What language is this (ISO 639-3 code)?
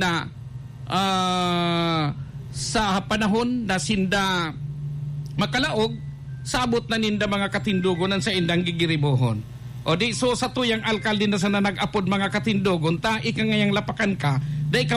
bik